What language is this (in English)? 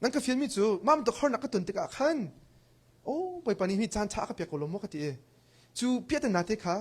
Hakha Chin